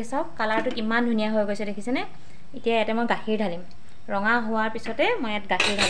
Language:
Assamese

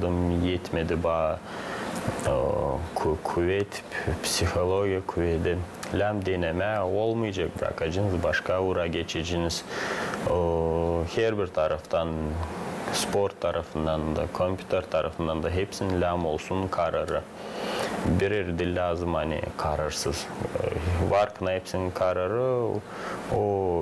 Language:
Gagauz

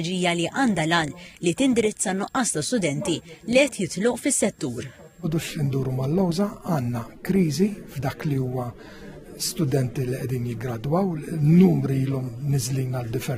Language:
Maltese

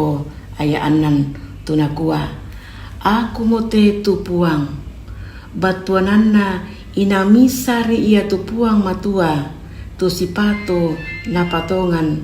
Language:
Toraja-Sa'dan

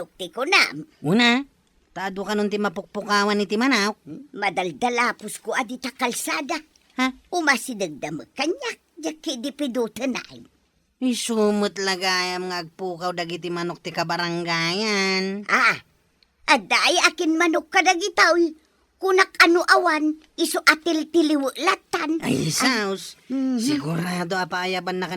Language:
Iloko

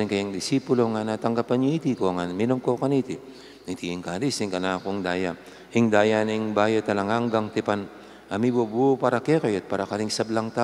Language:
Pampanga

